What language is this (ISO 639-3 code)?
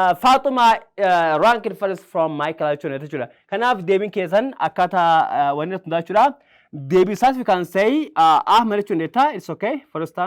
orm